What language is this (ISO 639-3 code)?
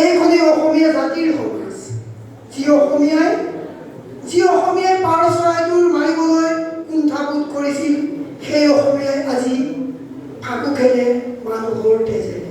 asm